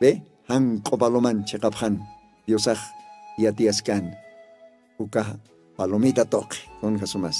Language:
Aymara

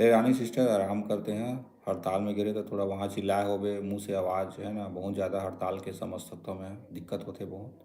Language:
Chhattisgarhi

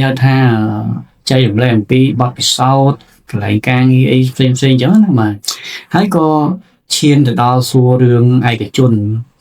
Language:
Khmer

